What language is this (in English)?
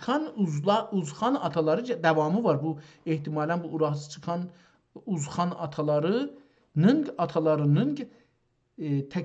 South Azerbaijani